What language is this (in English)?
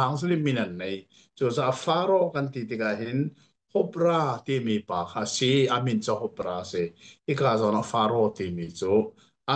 Hakha Chin